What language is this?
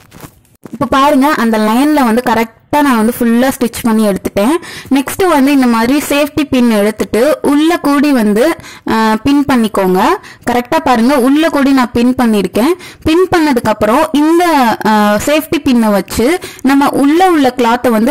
Tamil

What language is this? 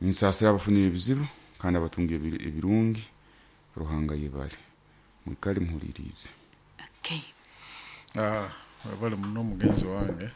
Nyoro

